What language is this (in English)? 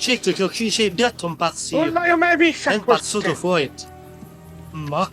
Sicilian